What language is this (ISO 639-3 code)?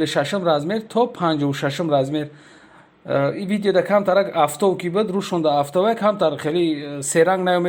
tgk